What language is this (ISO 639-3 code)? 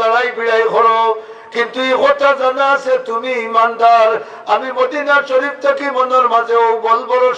syl